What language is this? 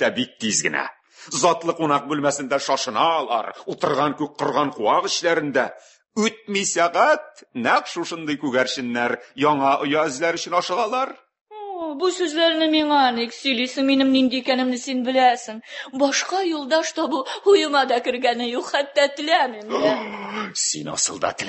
Tatar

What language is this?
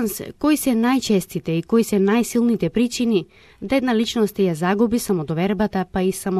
Macedonian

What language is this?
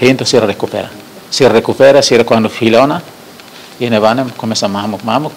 Tetum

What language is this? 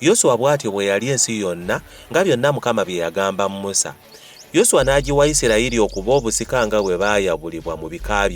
Ganda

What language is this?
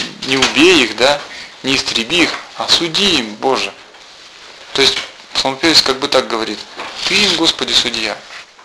Russian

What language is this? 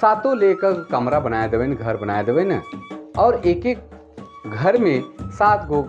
Sadri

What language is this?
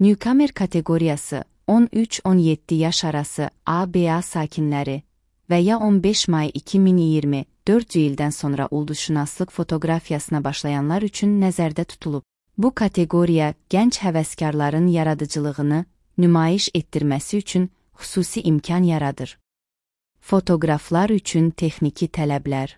Azerbaijani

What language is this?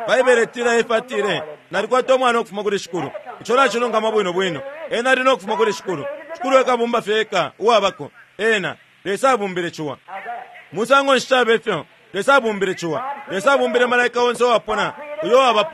Bemba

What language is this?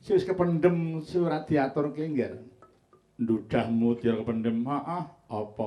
Javanese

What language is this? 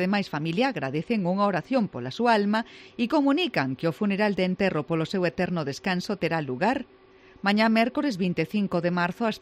Galician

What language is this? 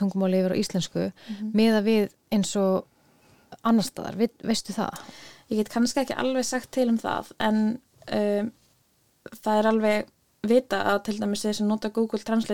Icelandic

